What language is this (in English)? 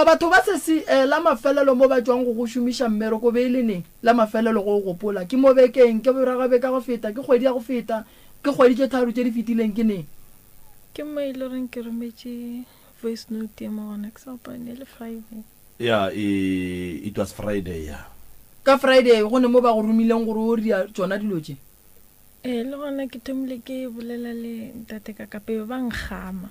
Northern Sotho